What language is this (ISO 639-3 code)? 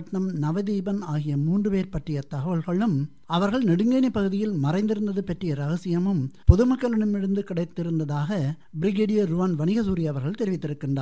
tam